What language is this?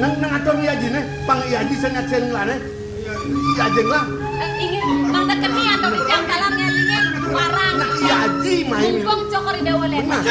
Balinese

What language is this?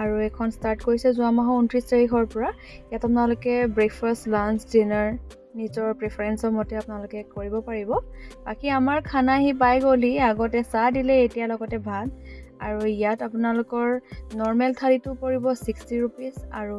Assamese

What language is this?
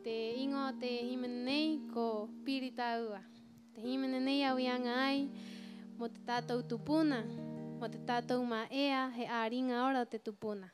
Rapanui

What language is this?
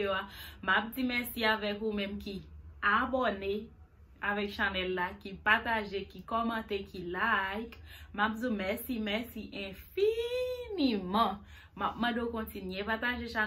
Haitian Creole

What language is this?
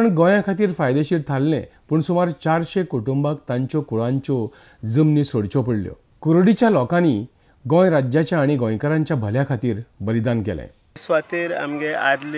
Konkani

